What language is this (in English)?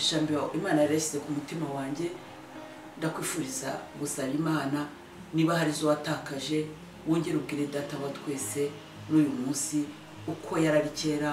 Kinyarwanda